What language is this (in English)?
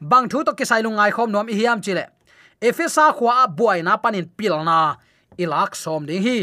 Tedim Chin